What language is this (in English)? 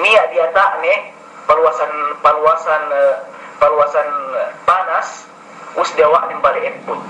Yakan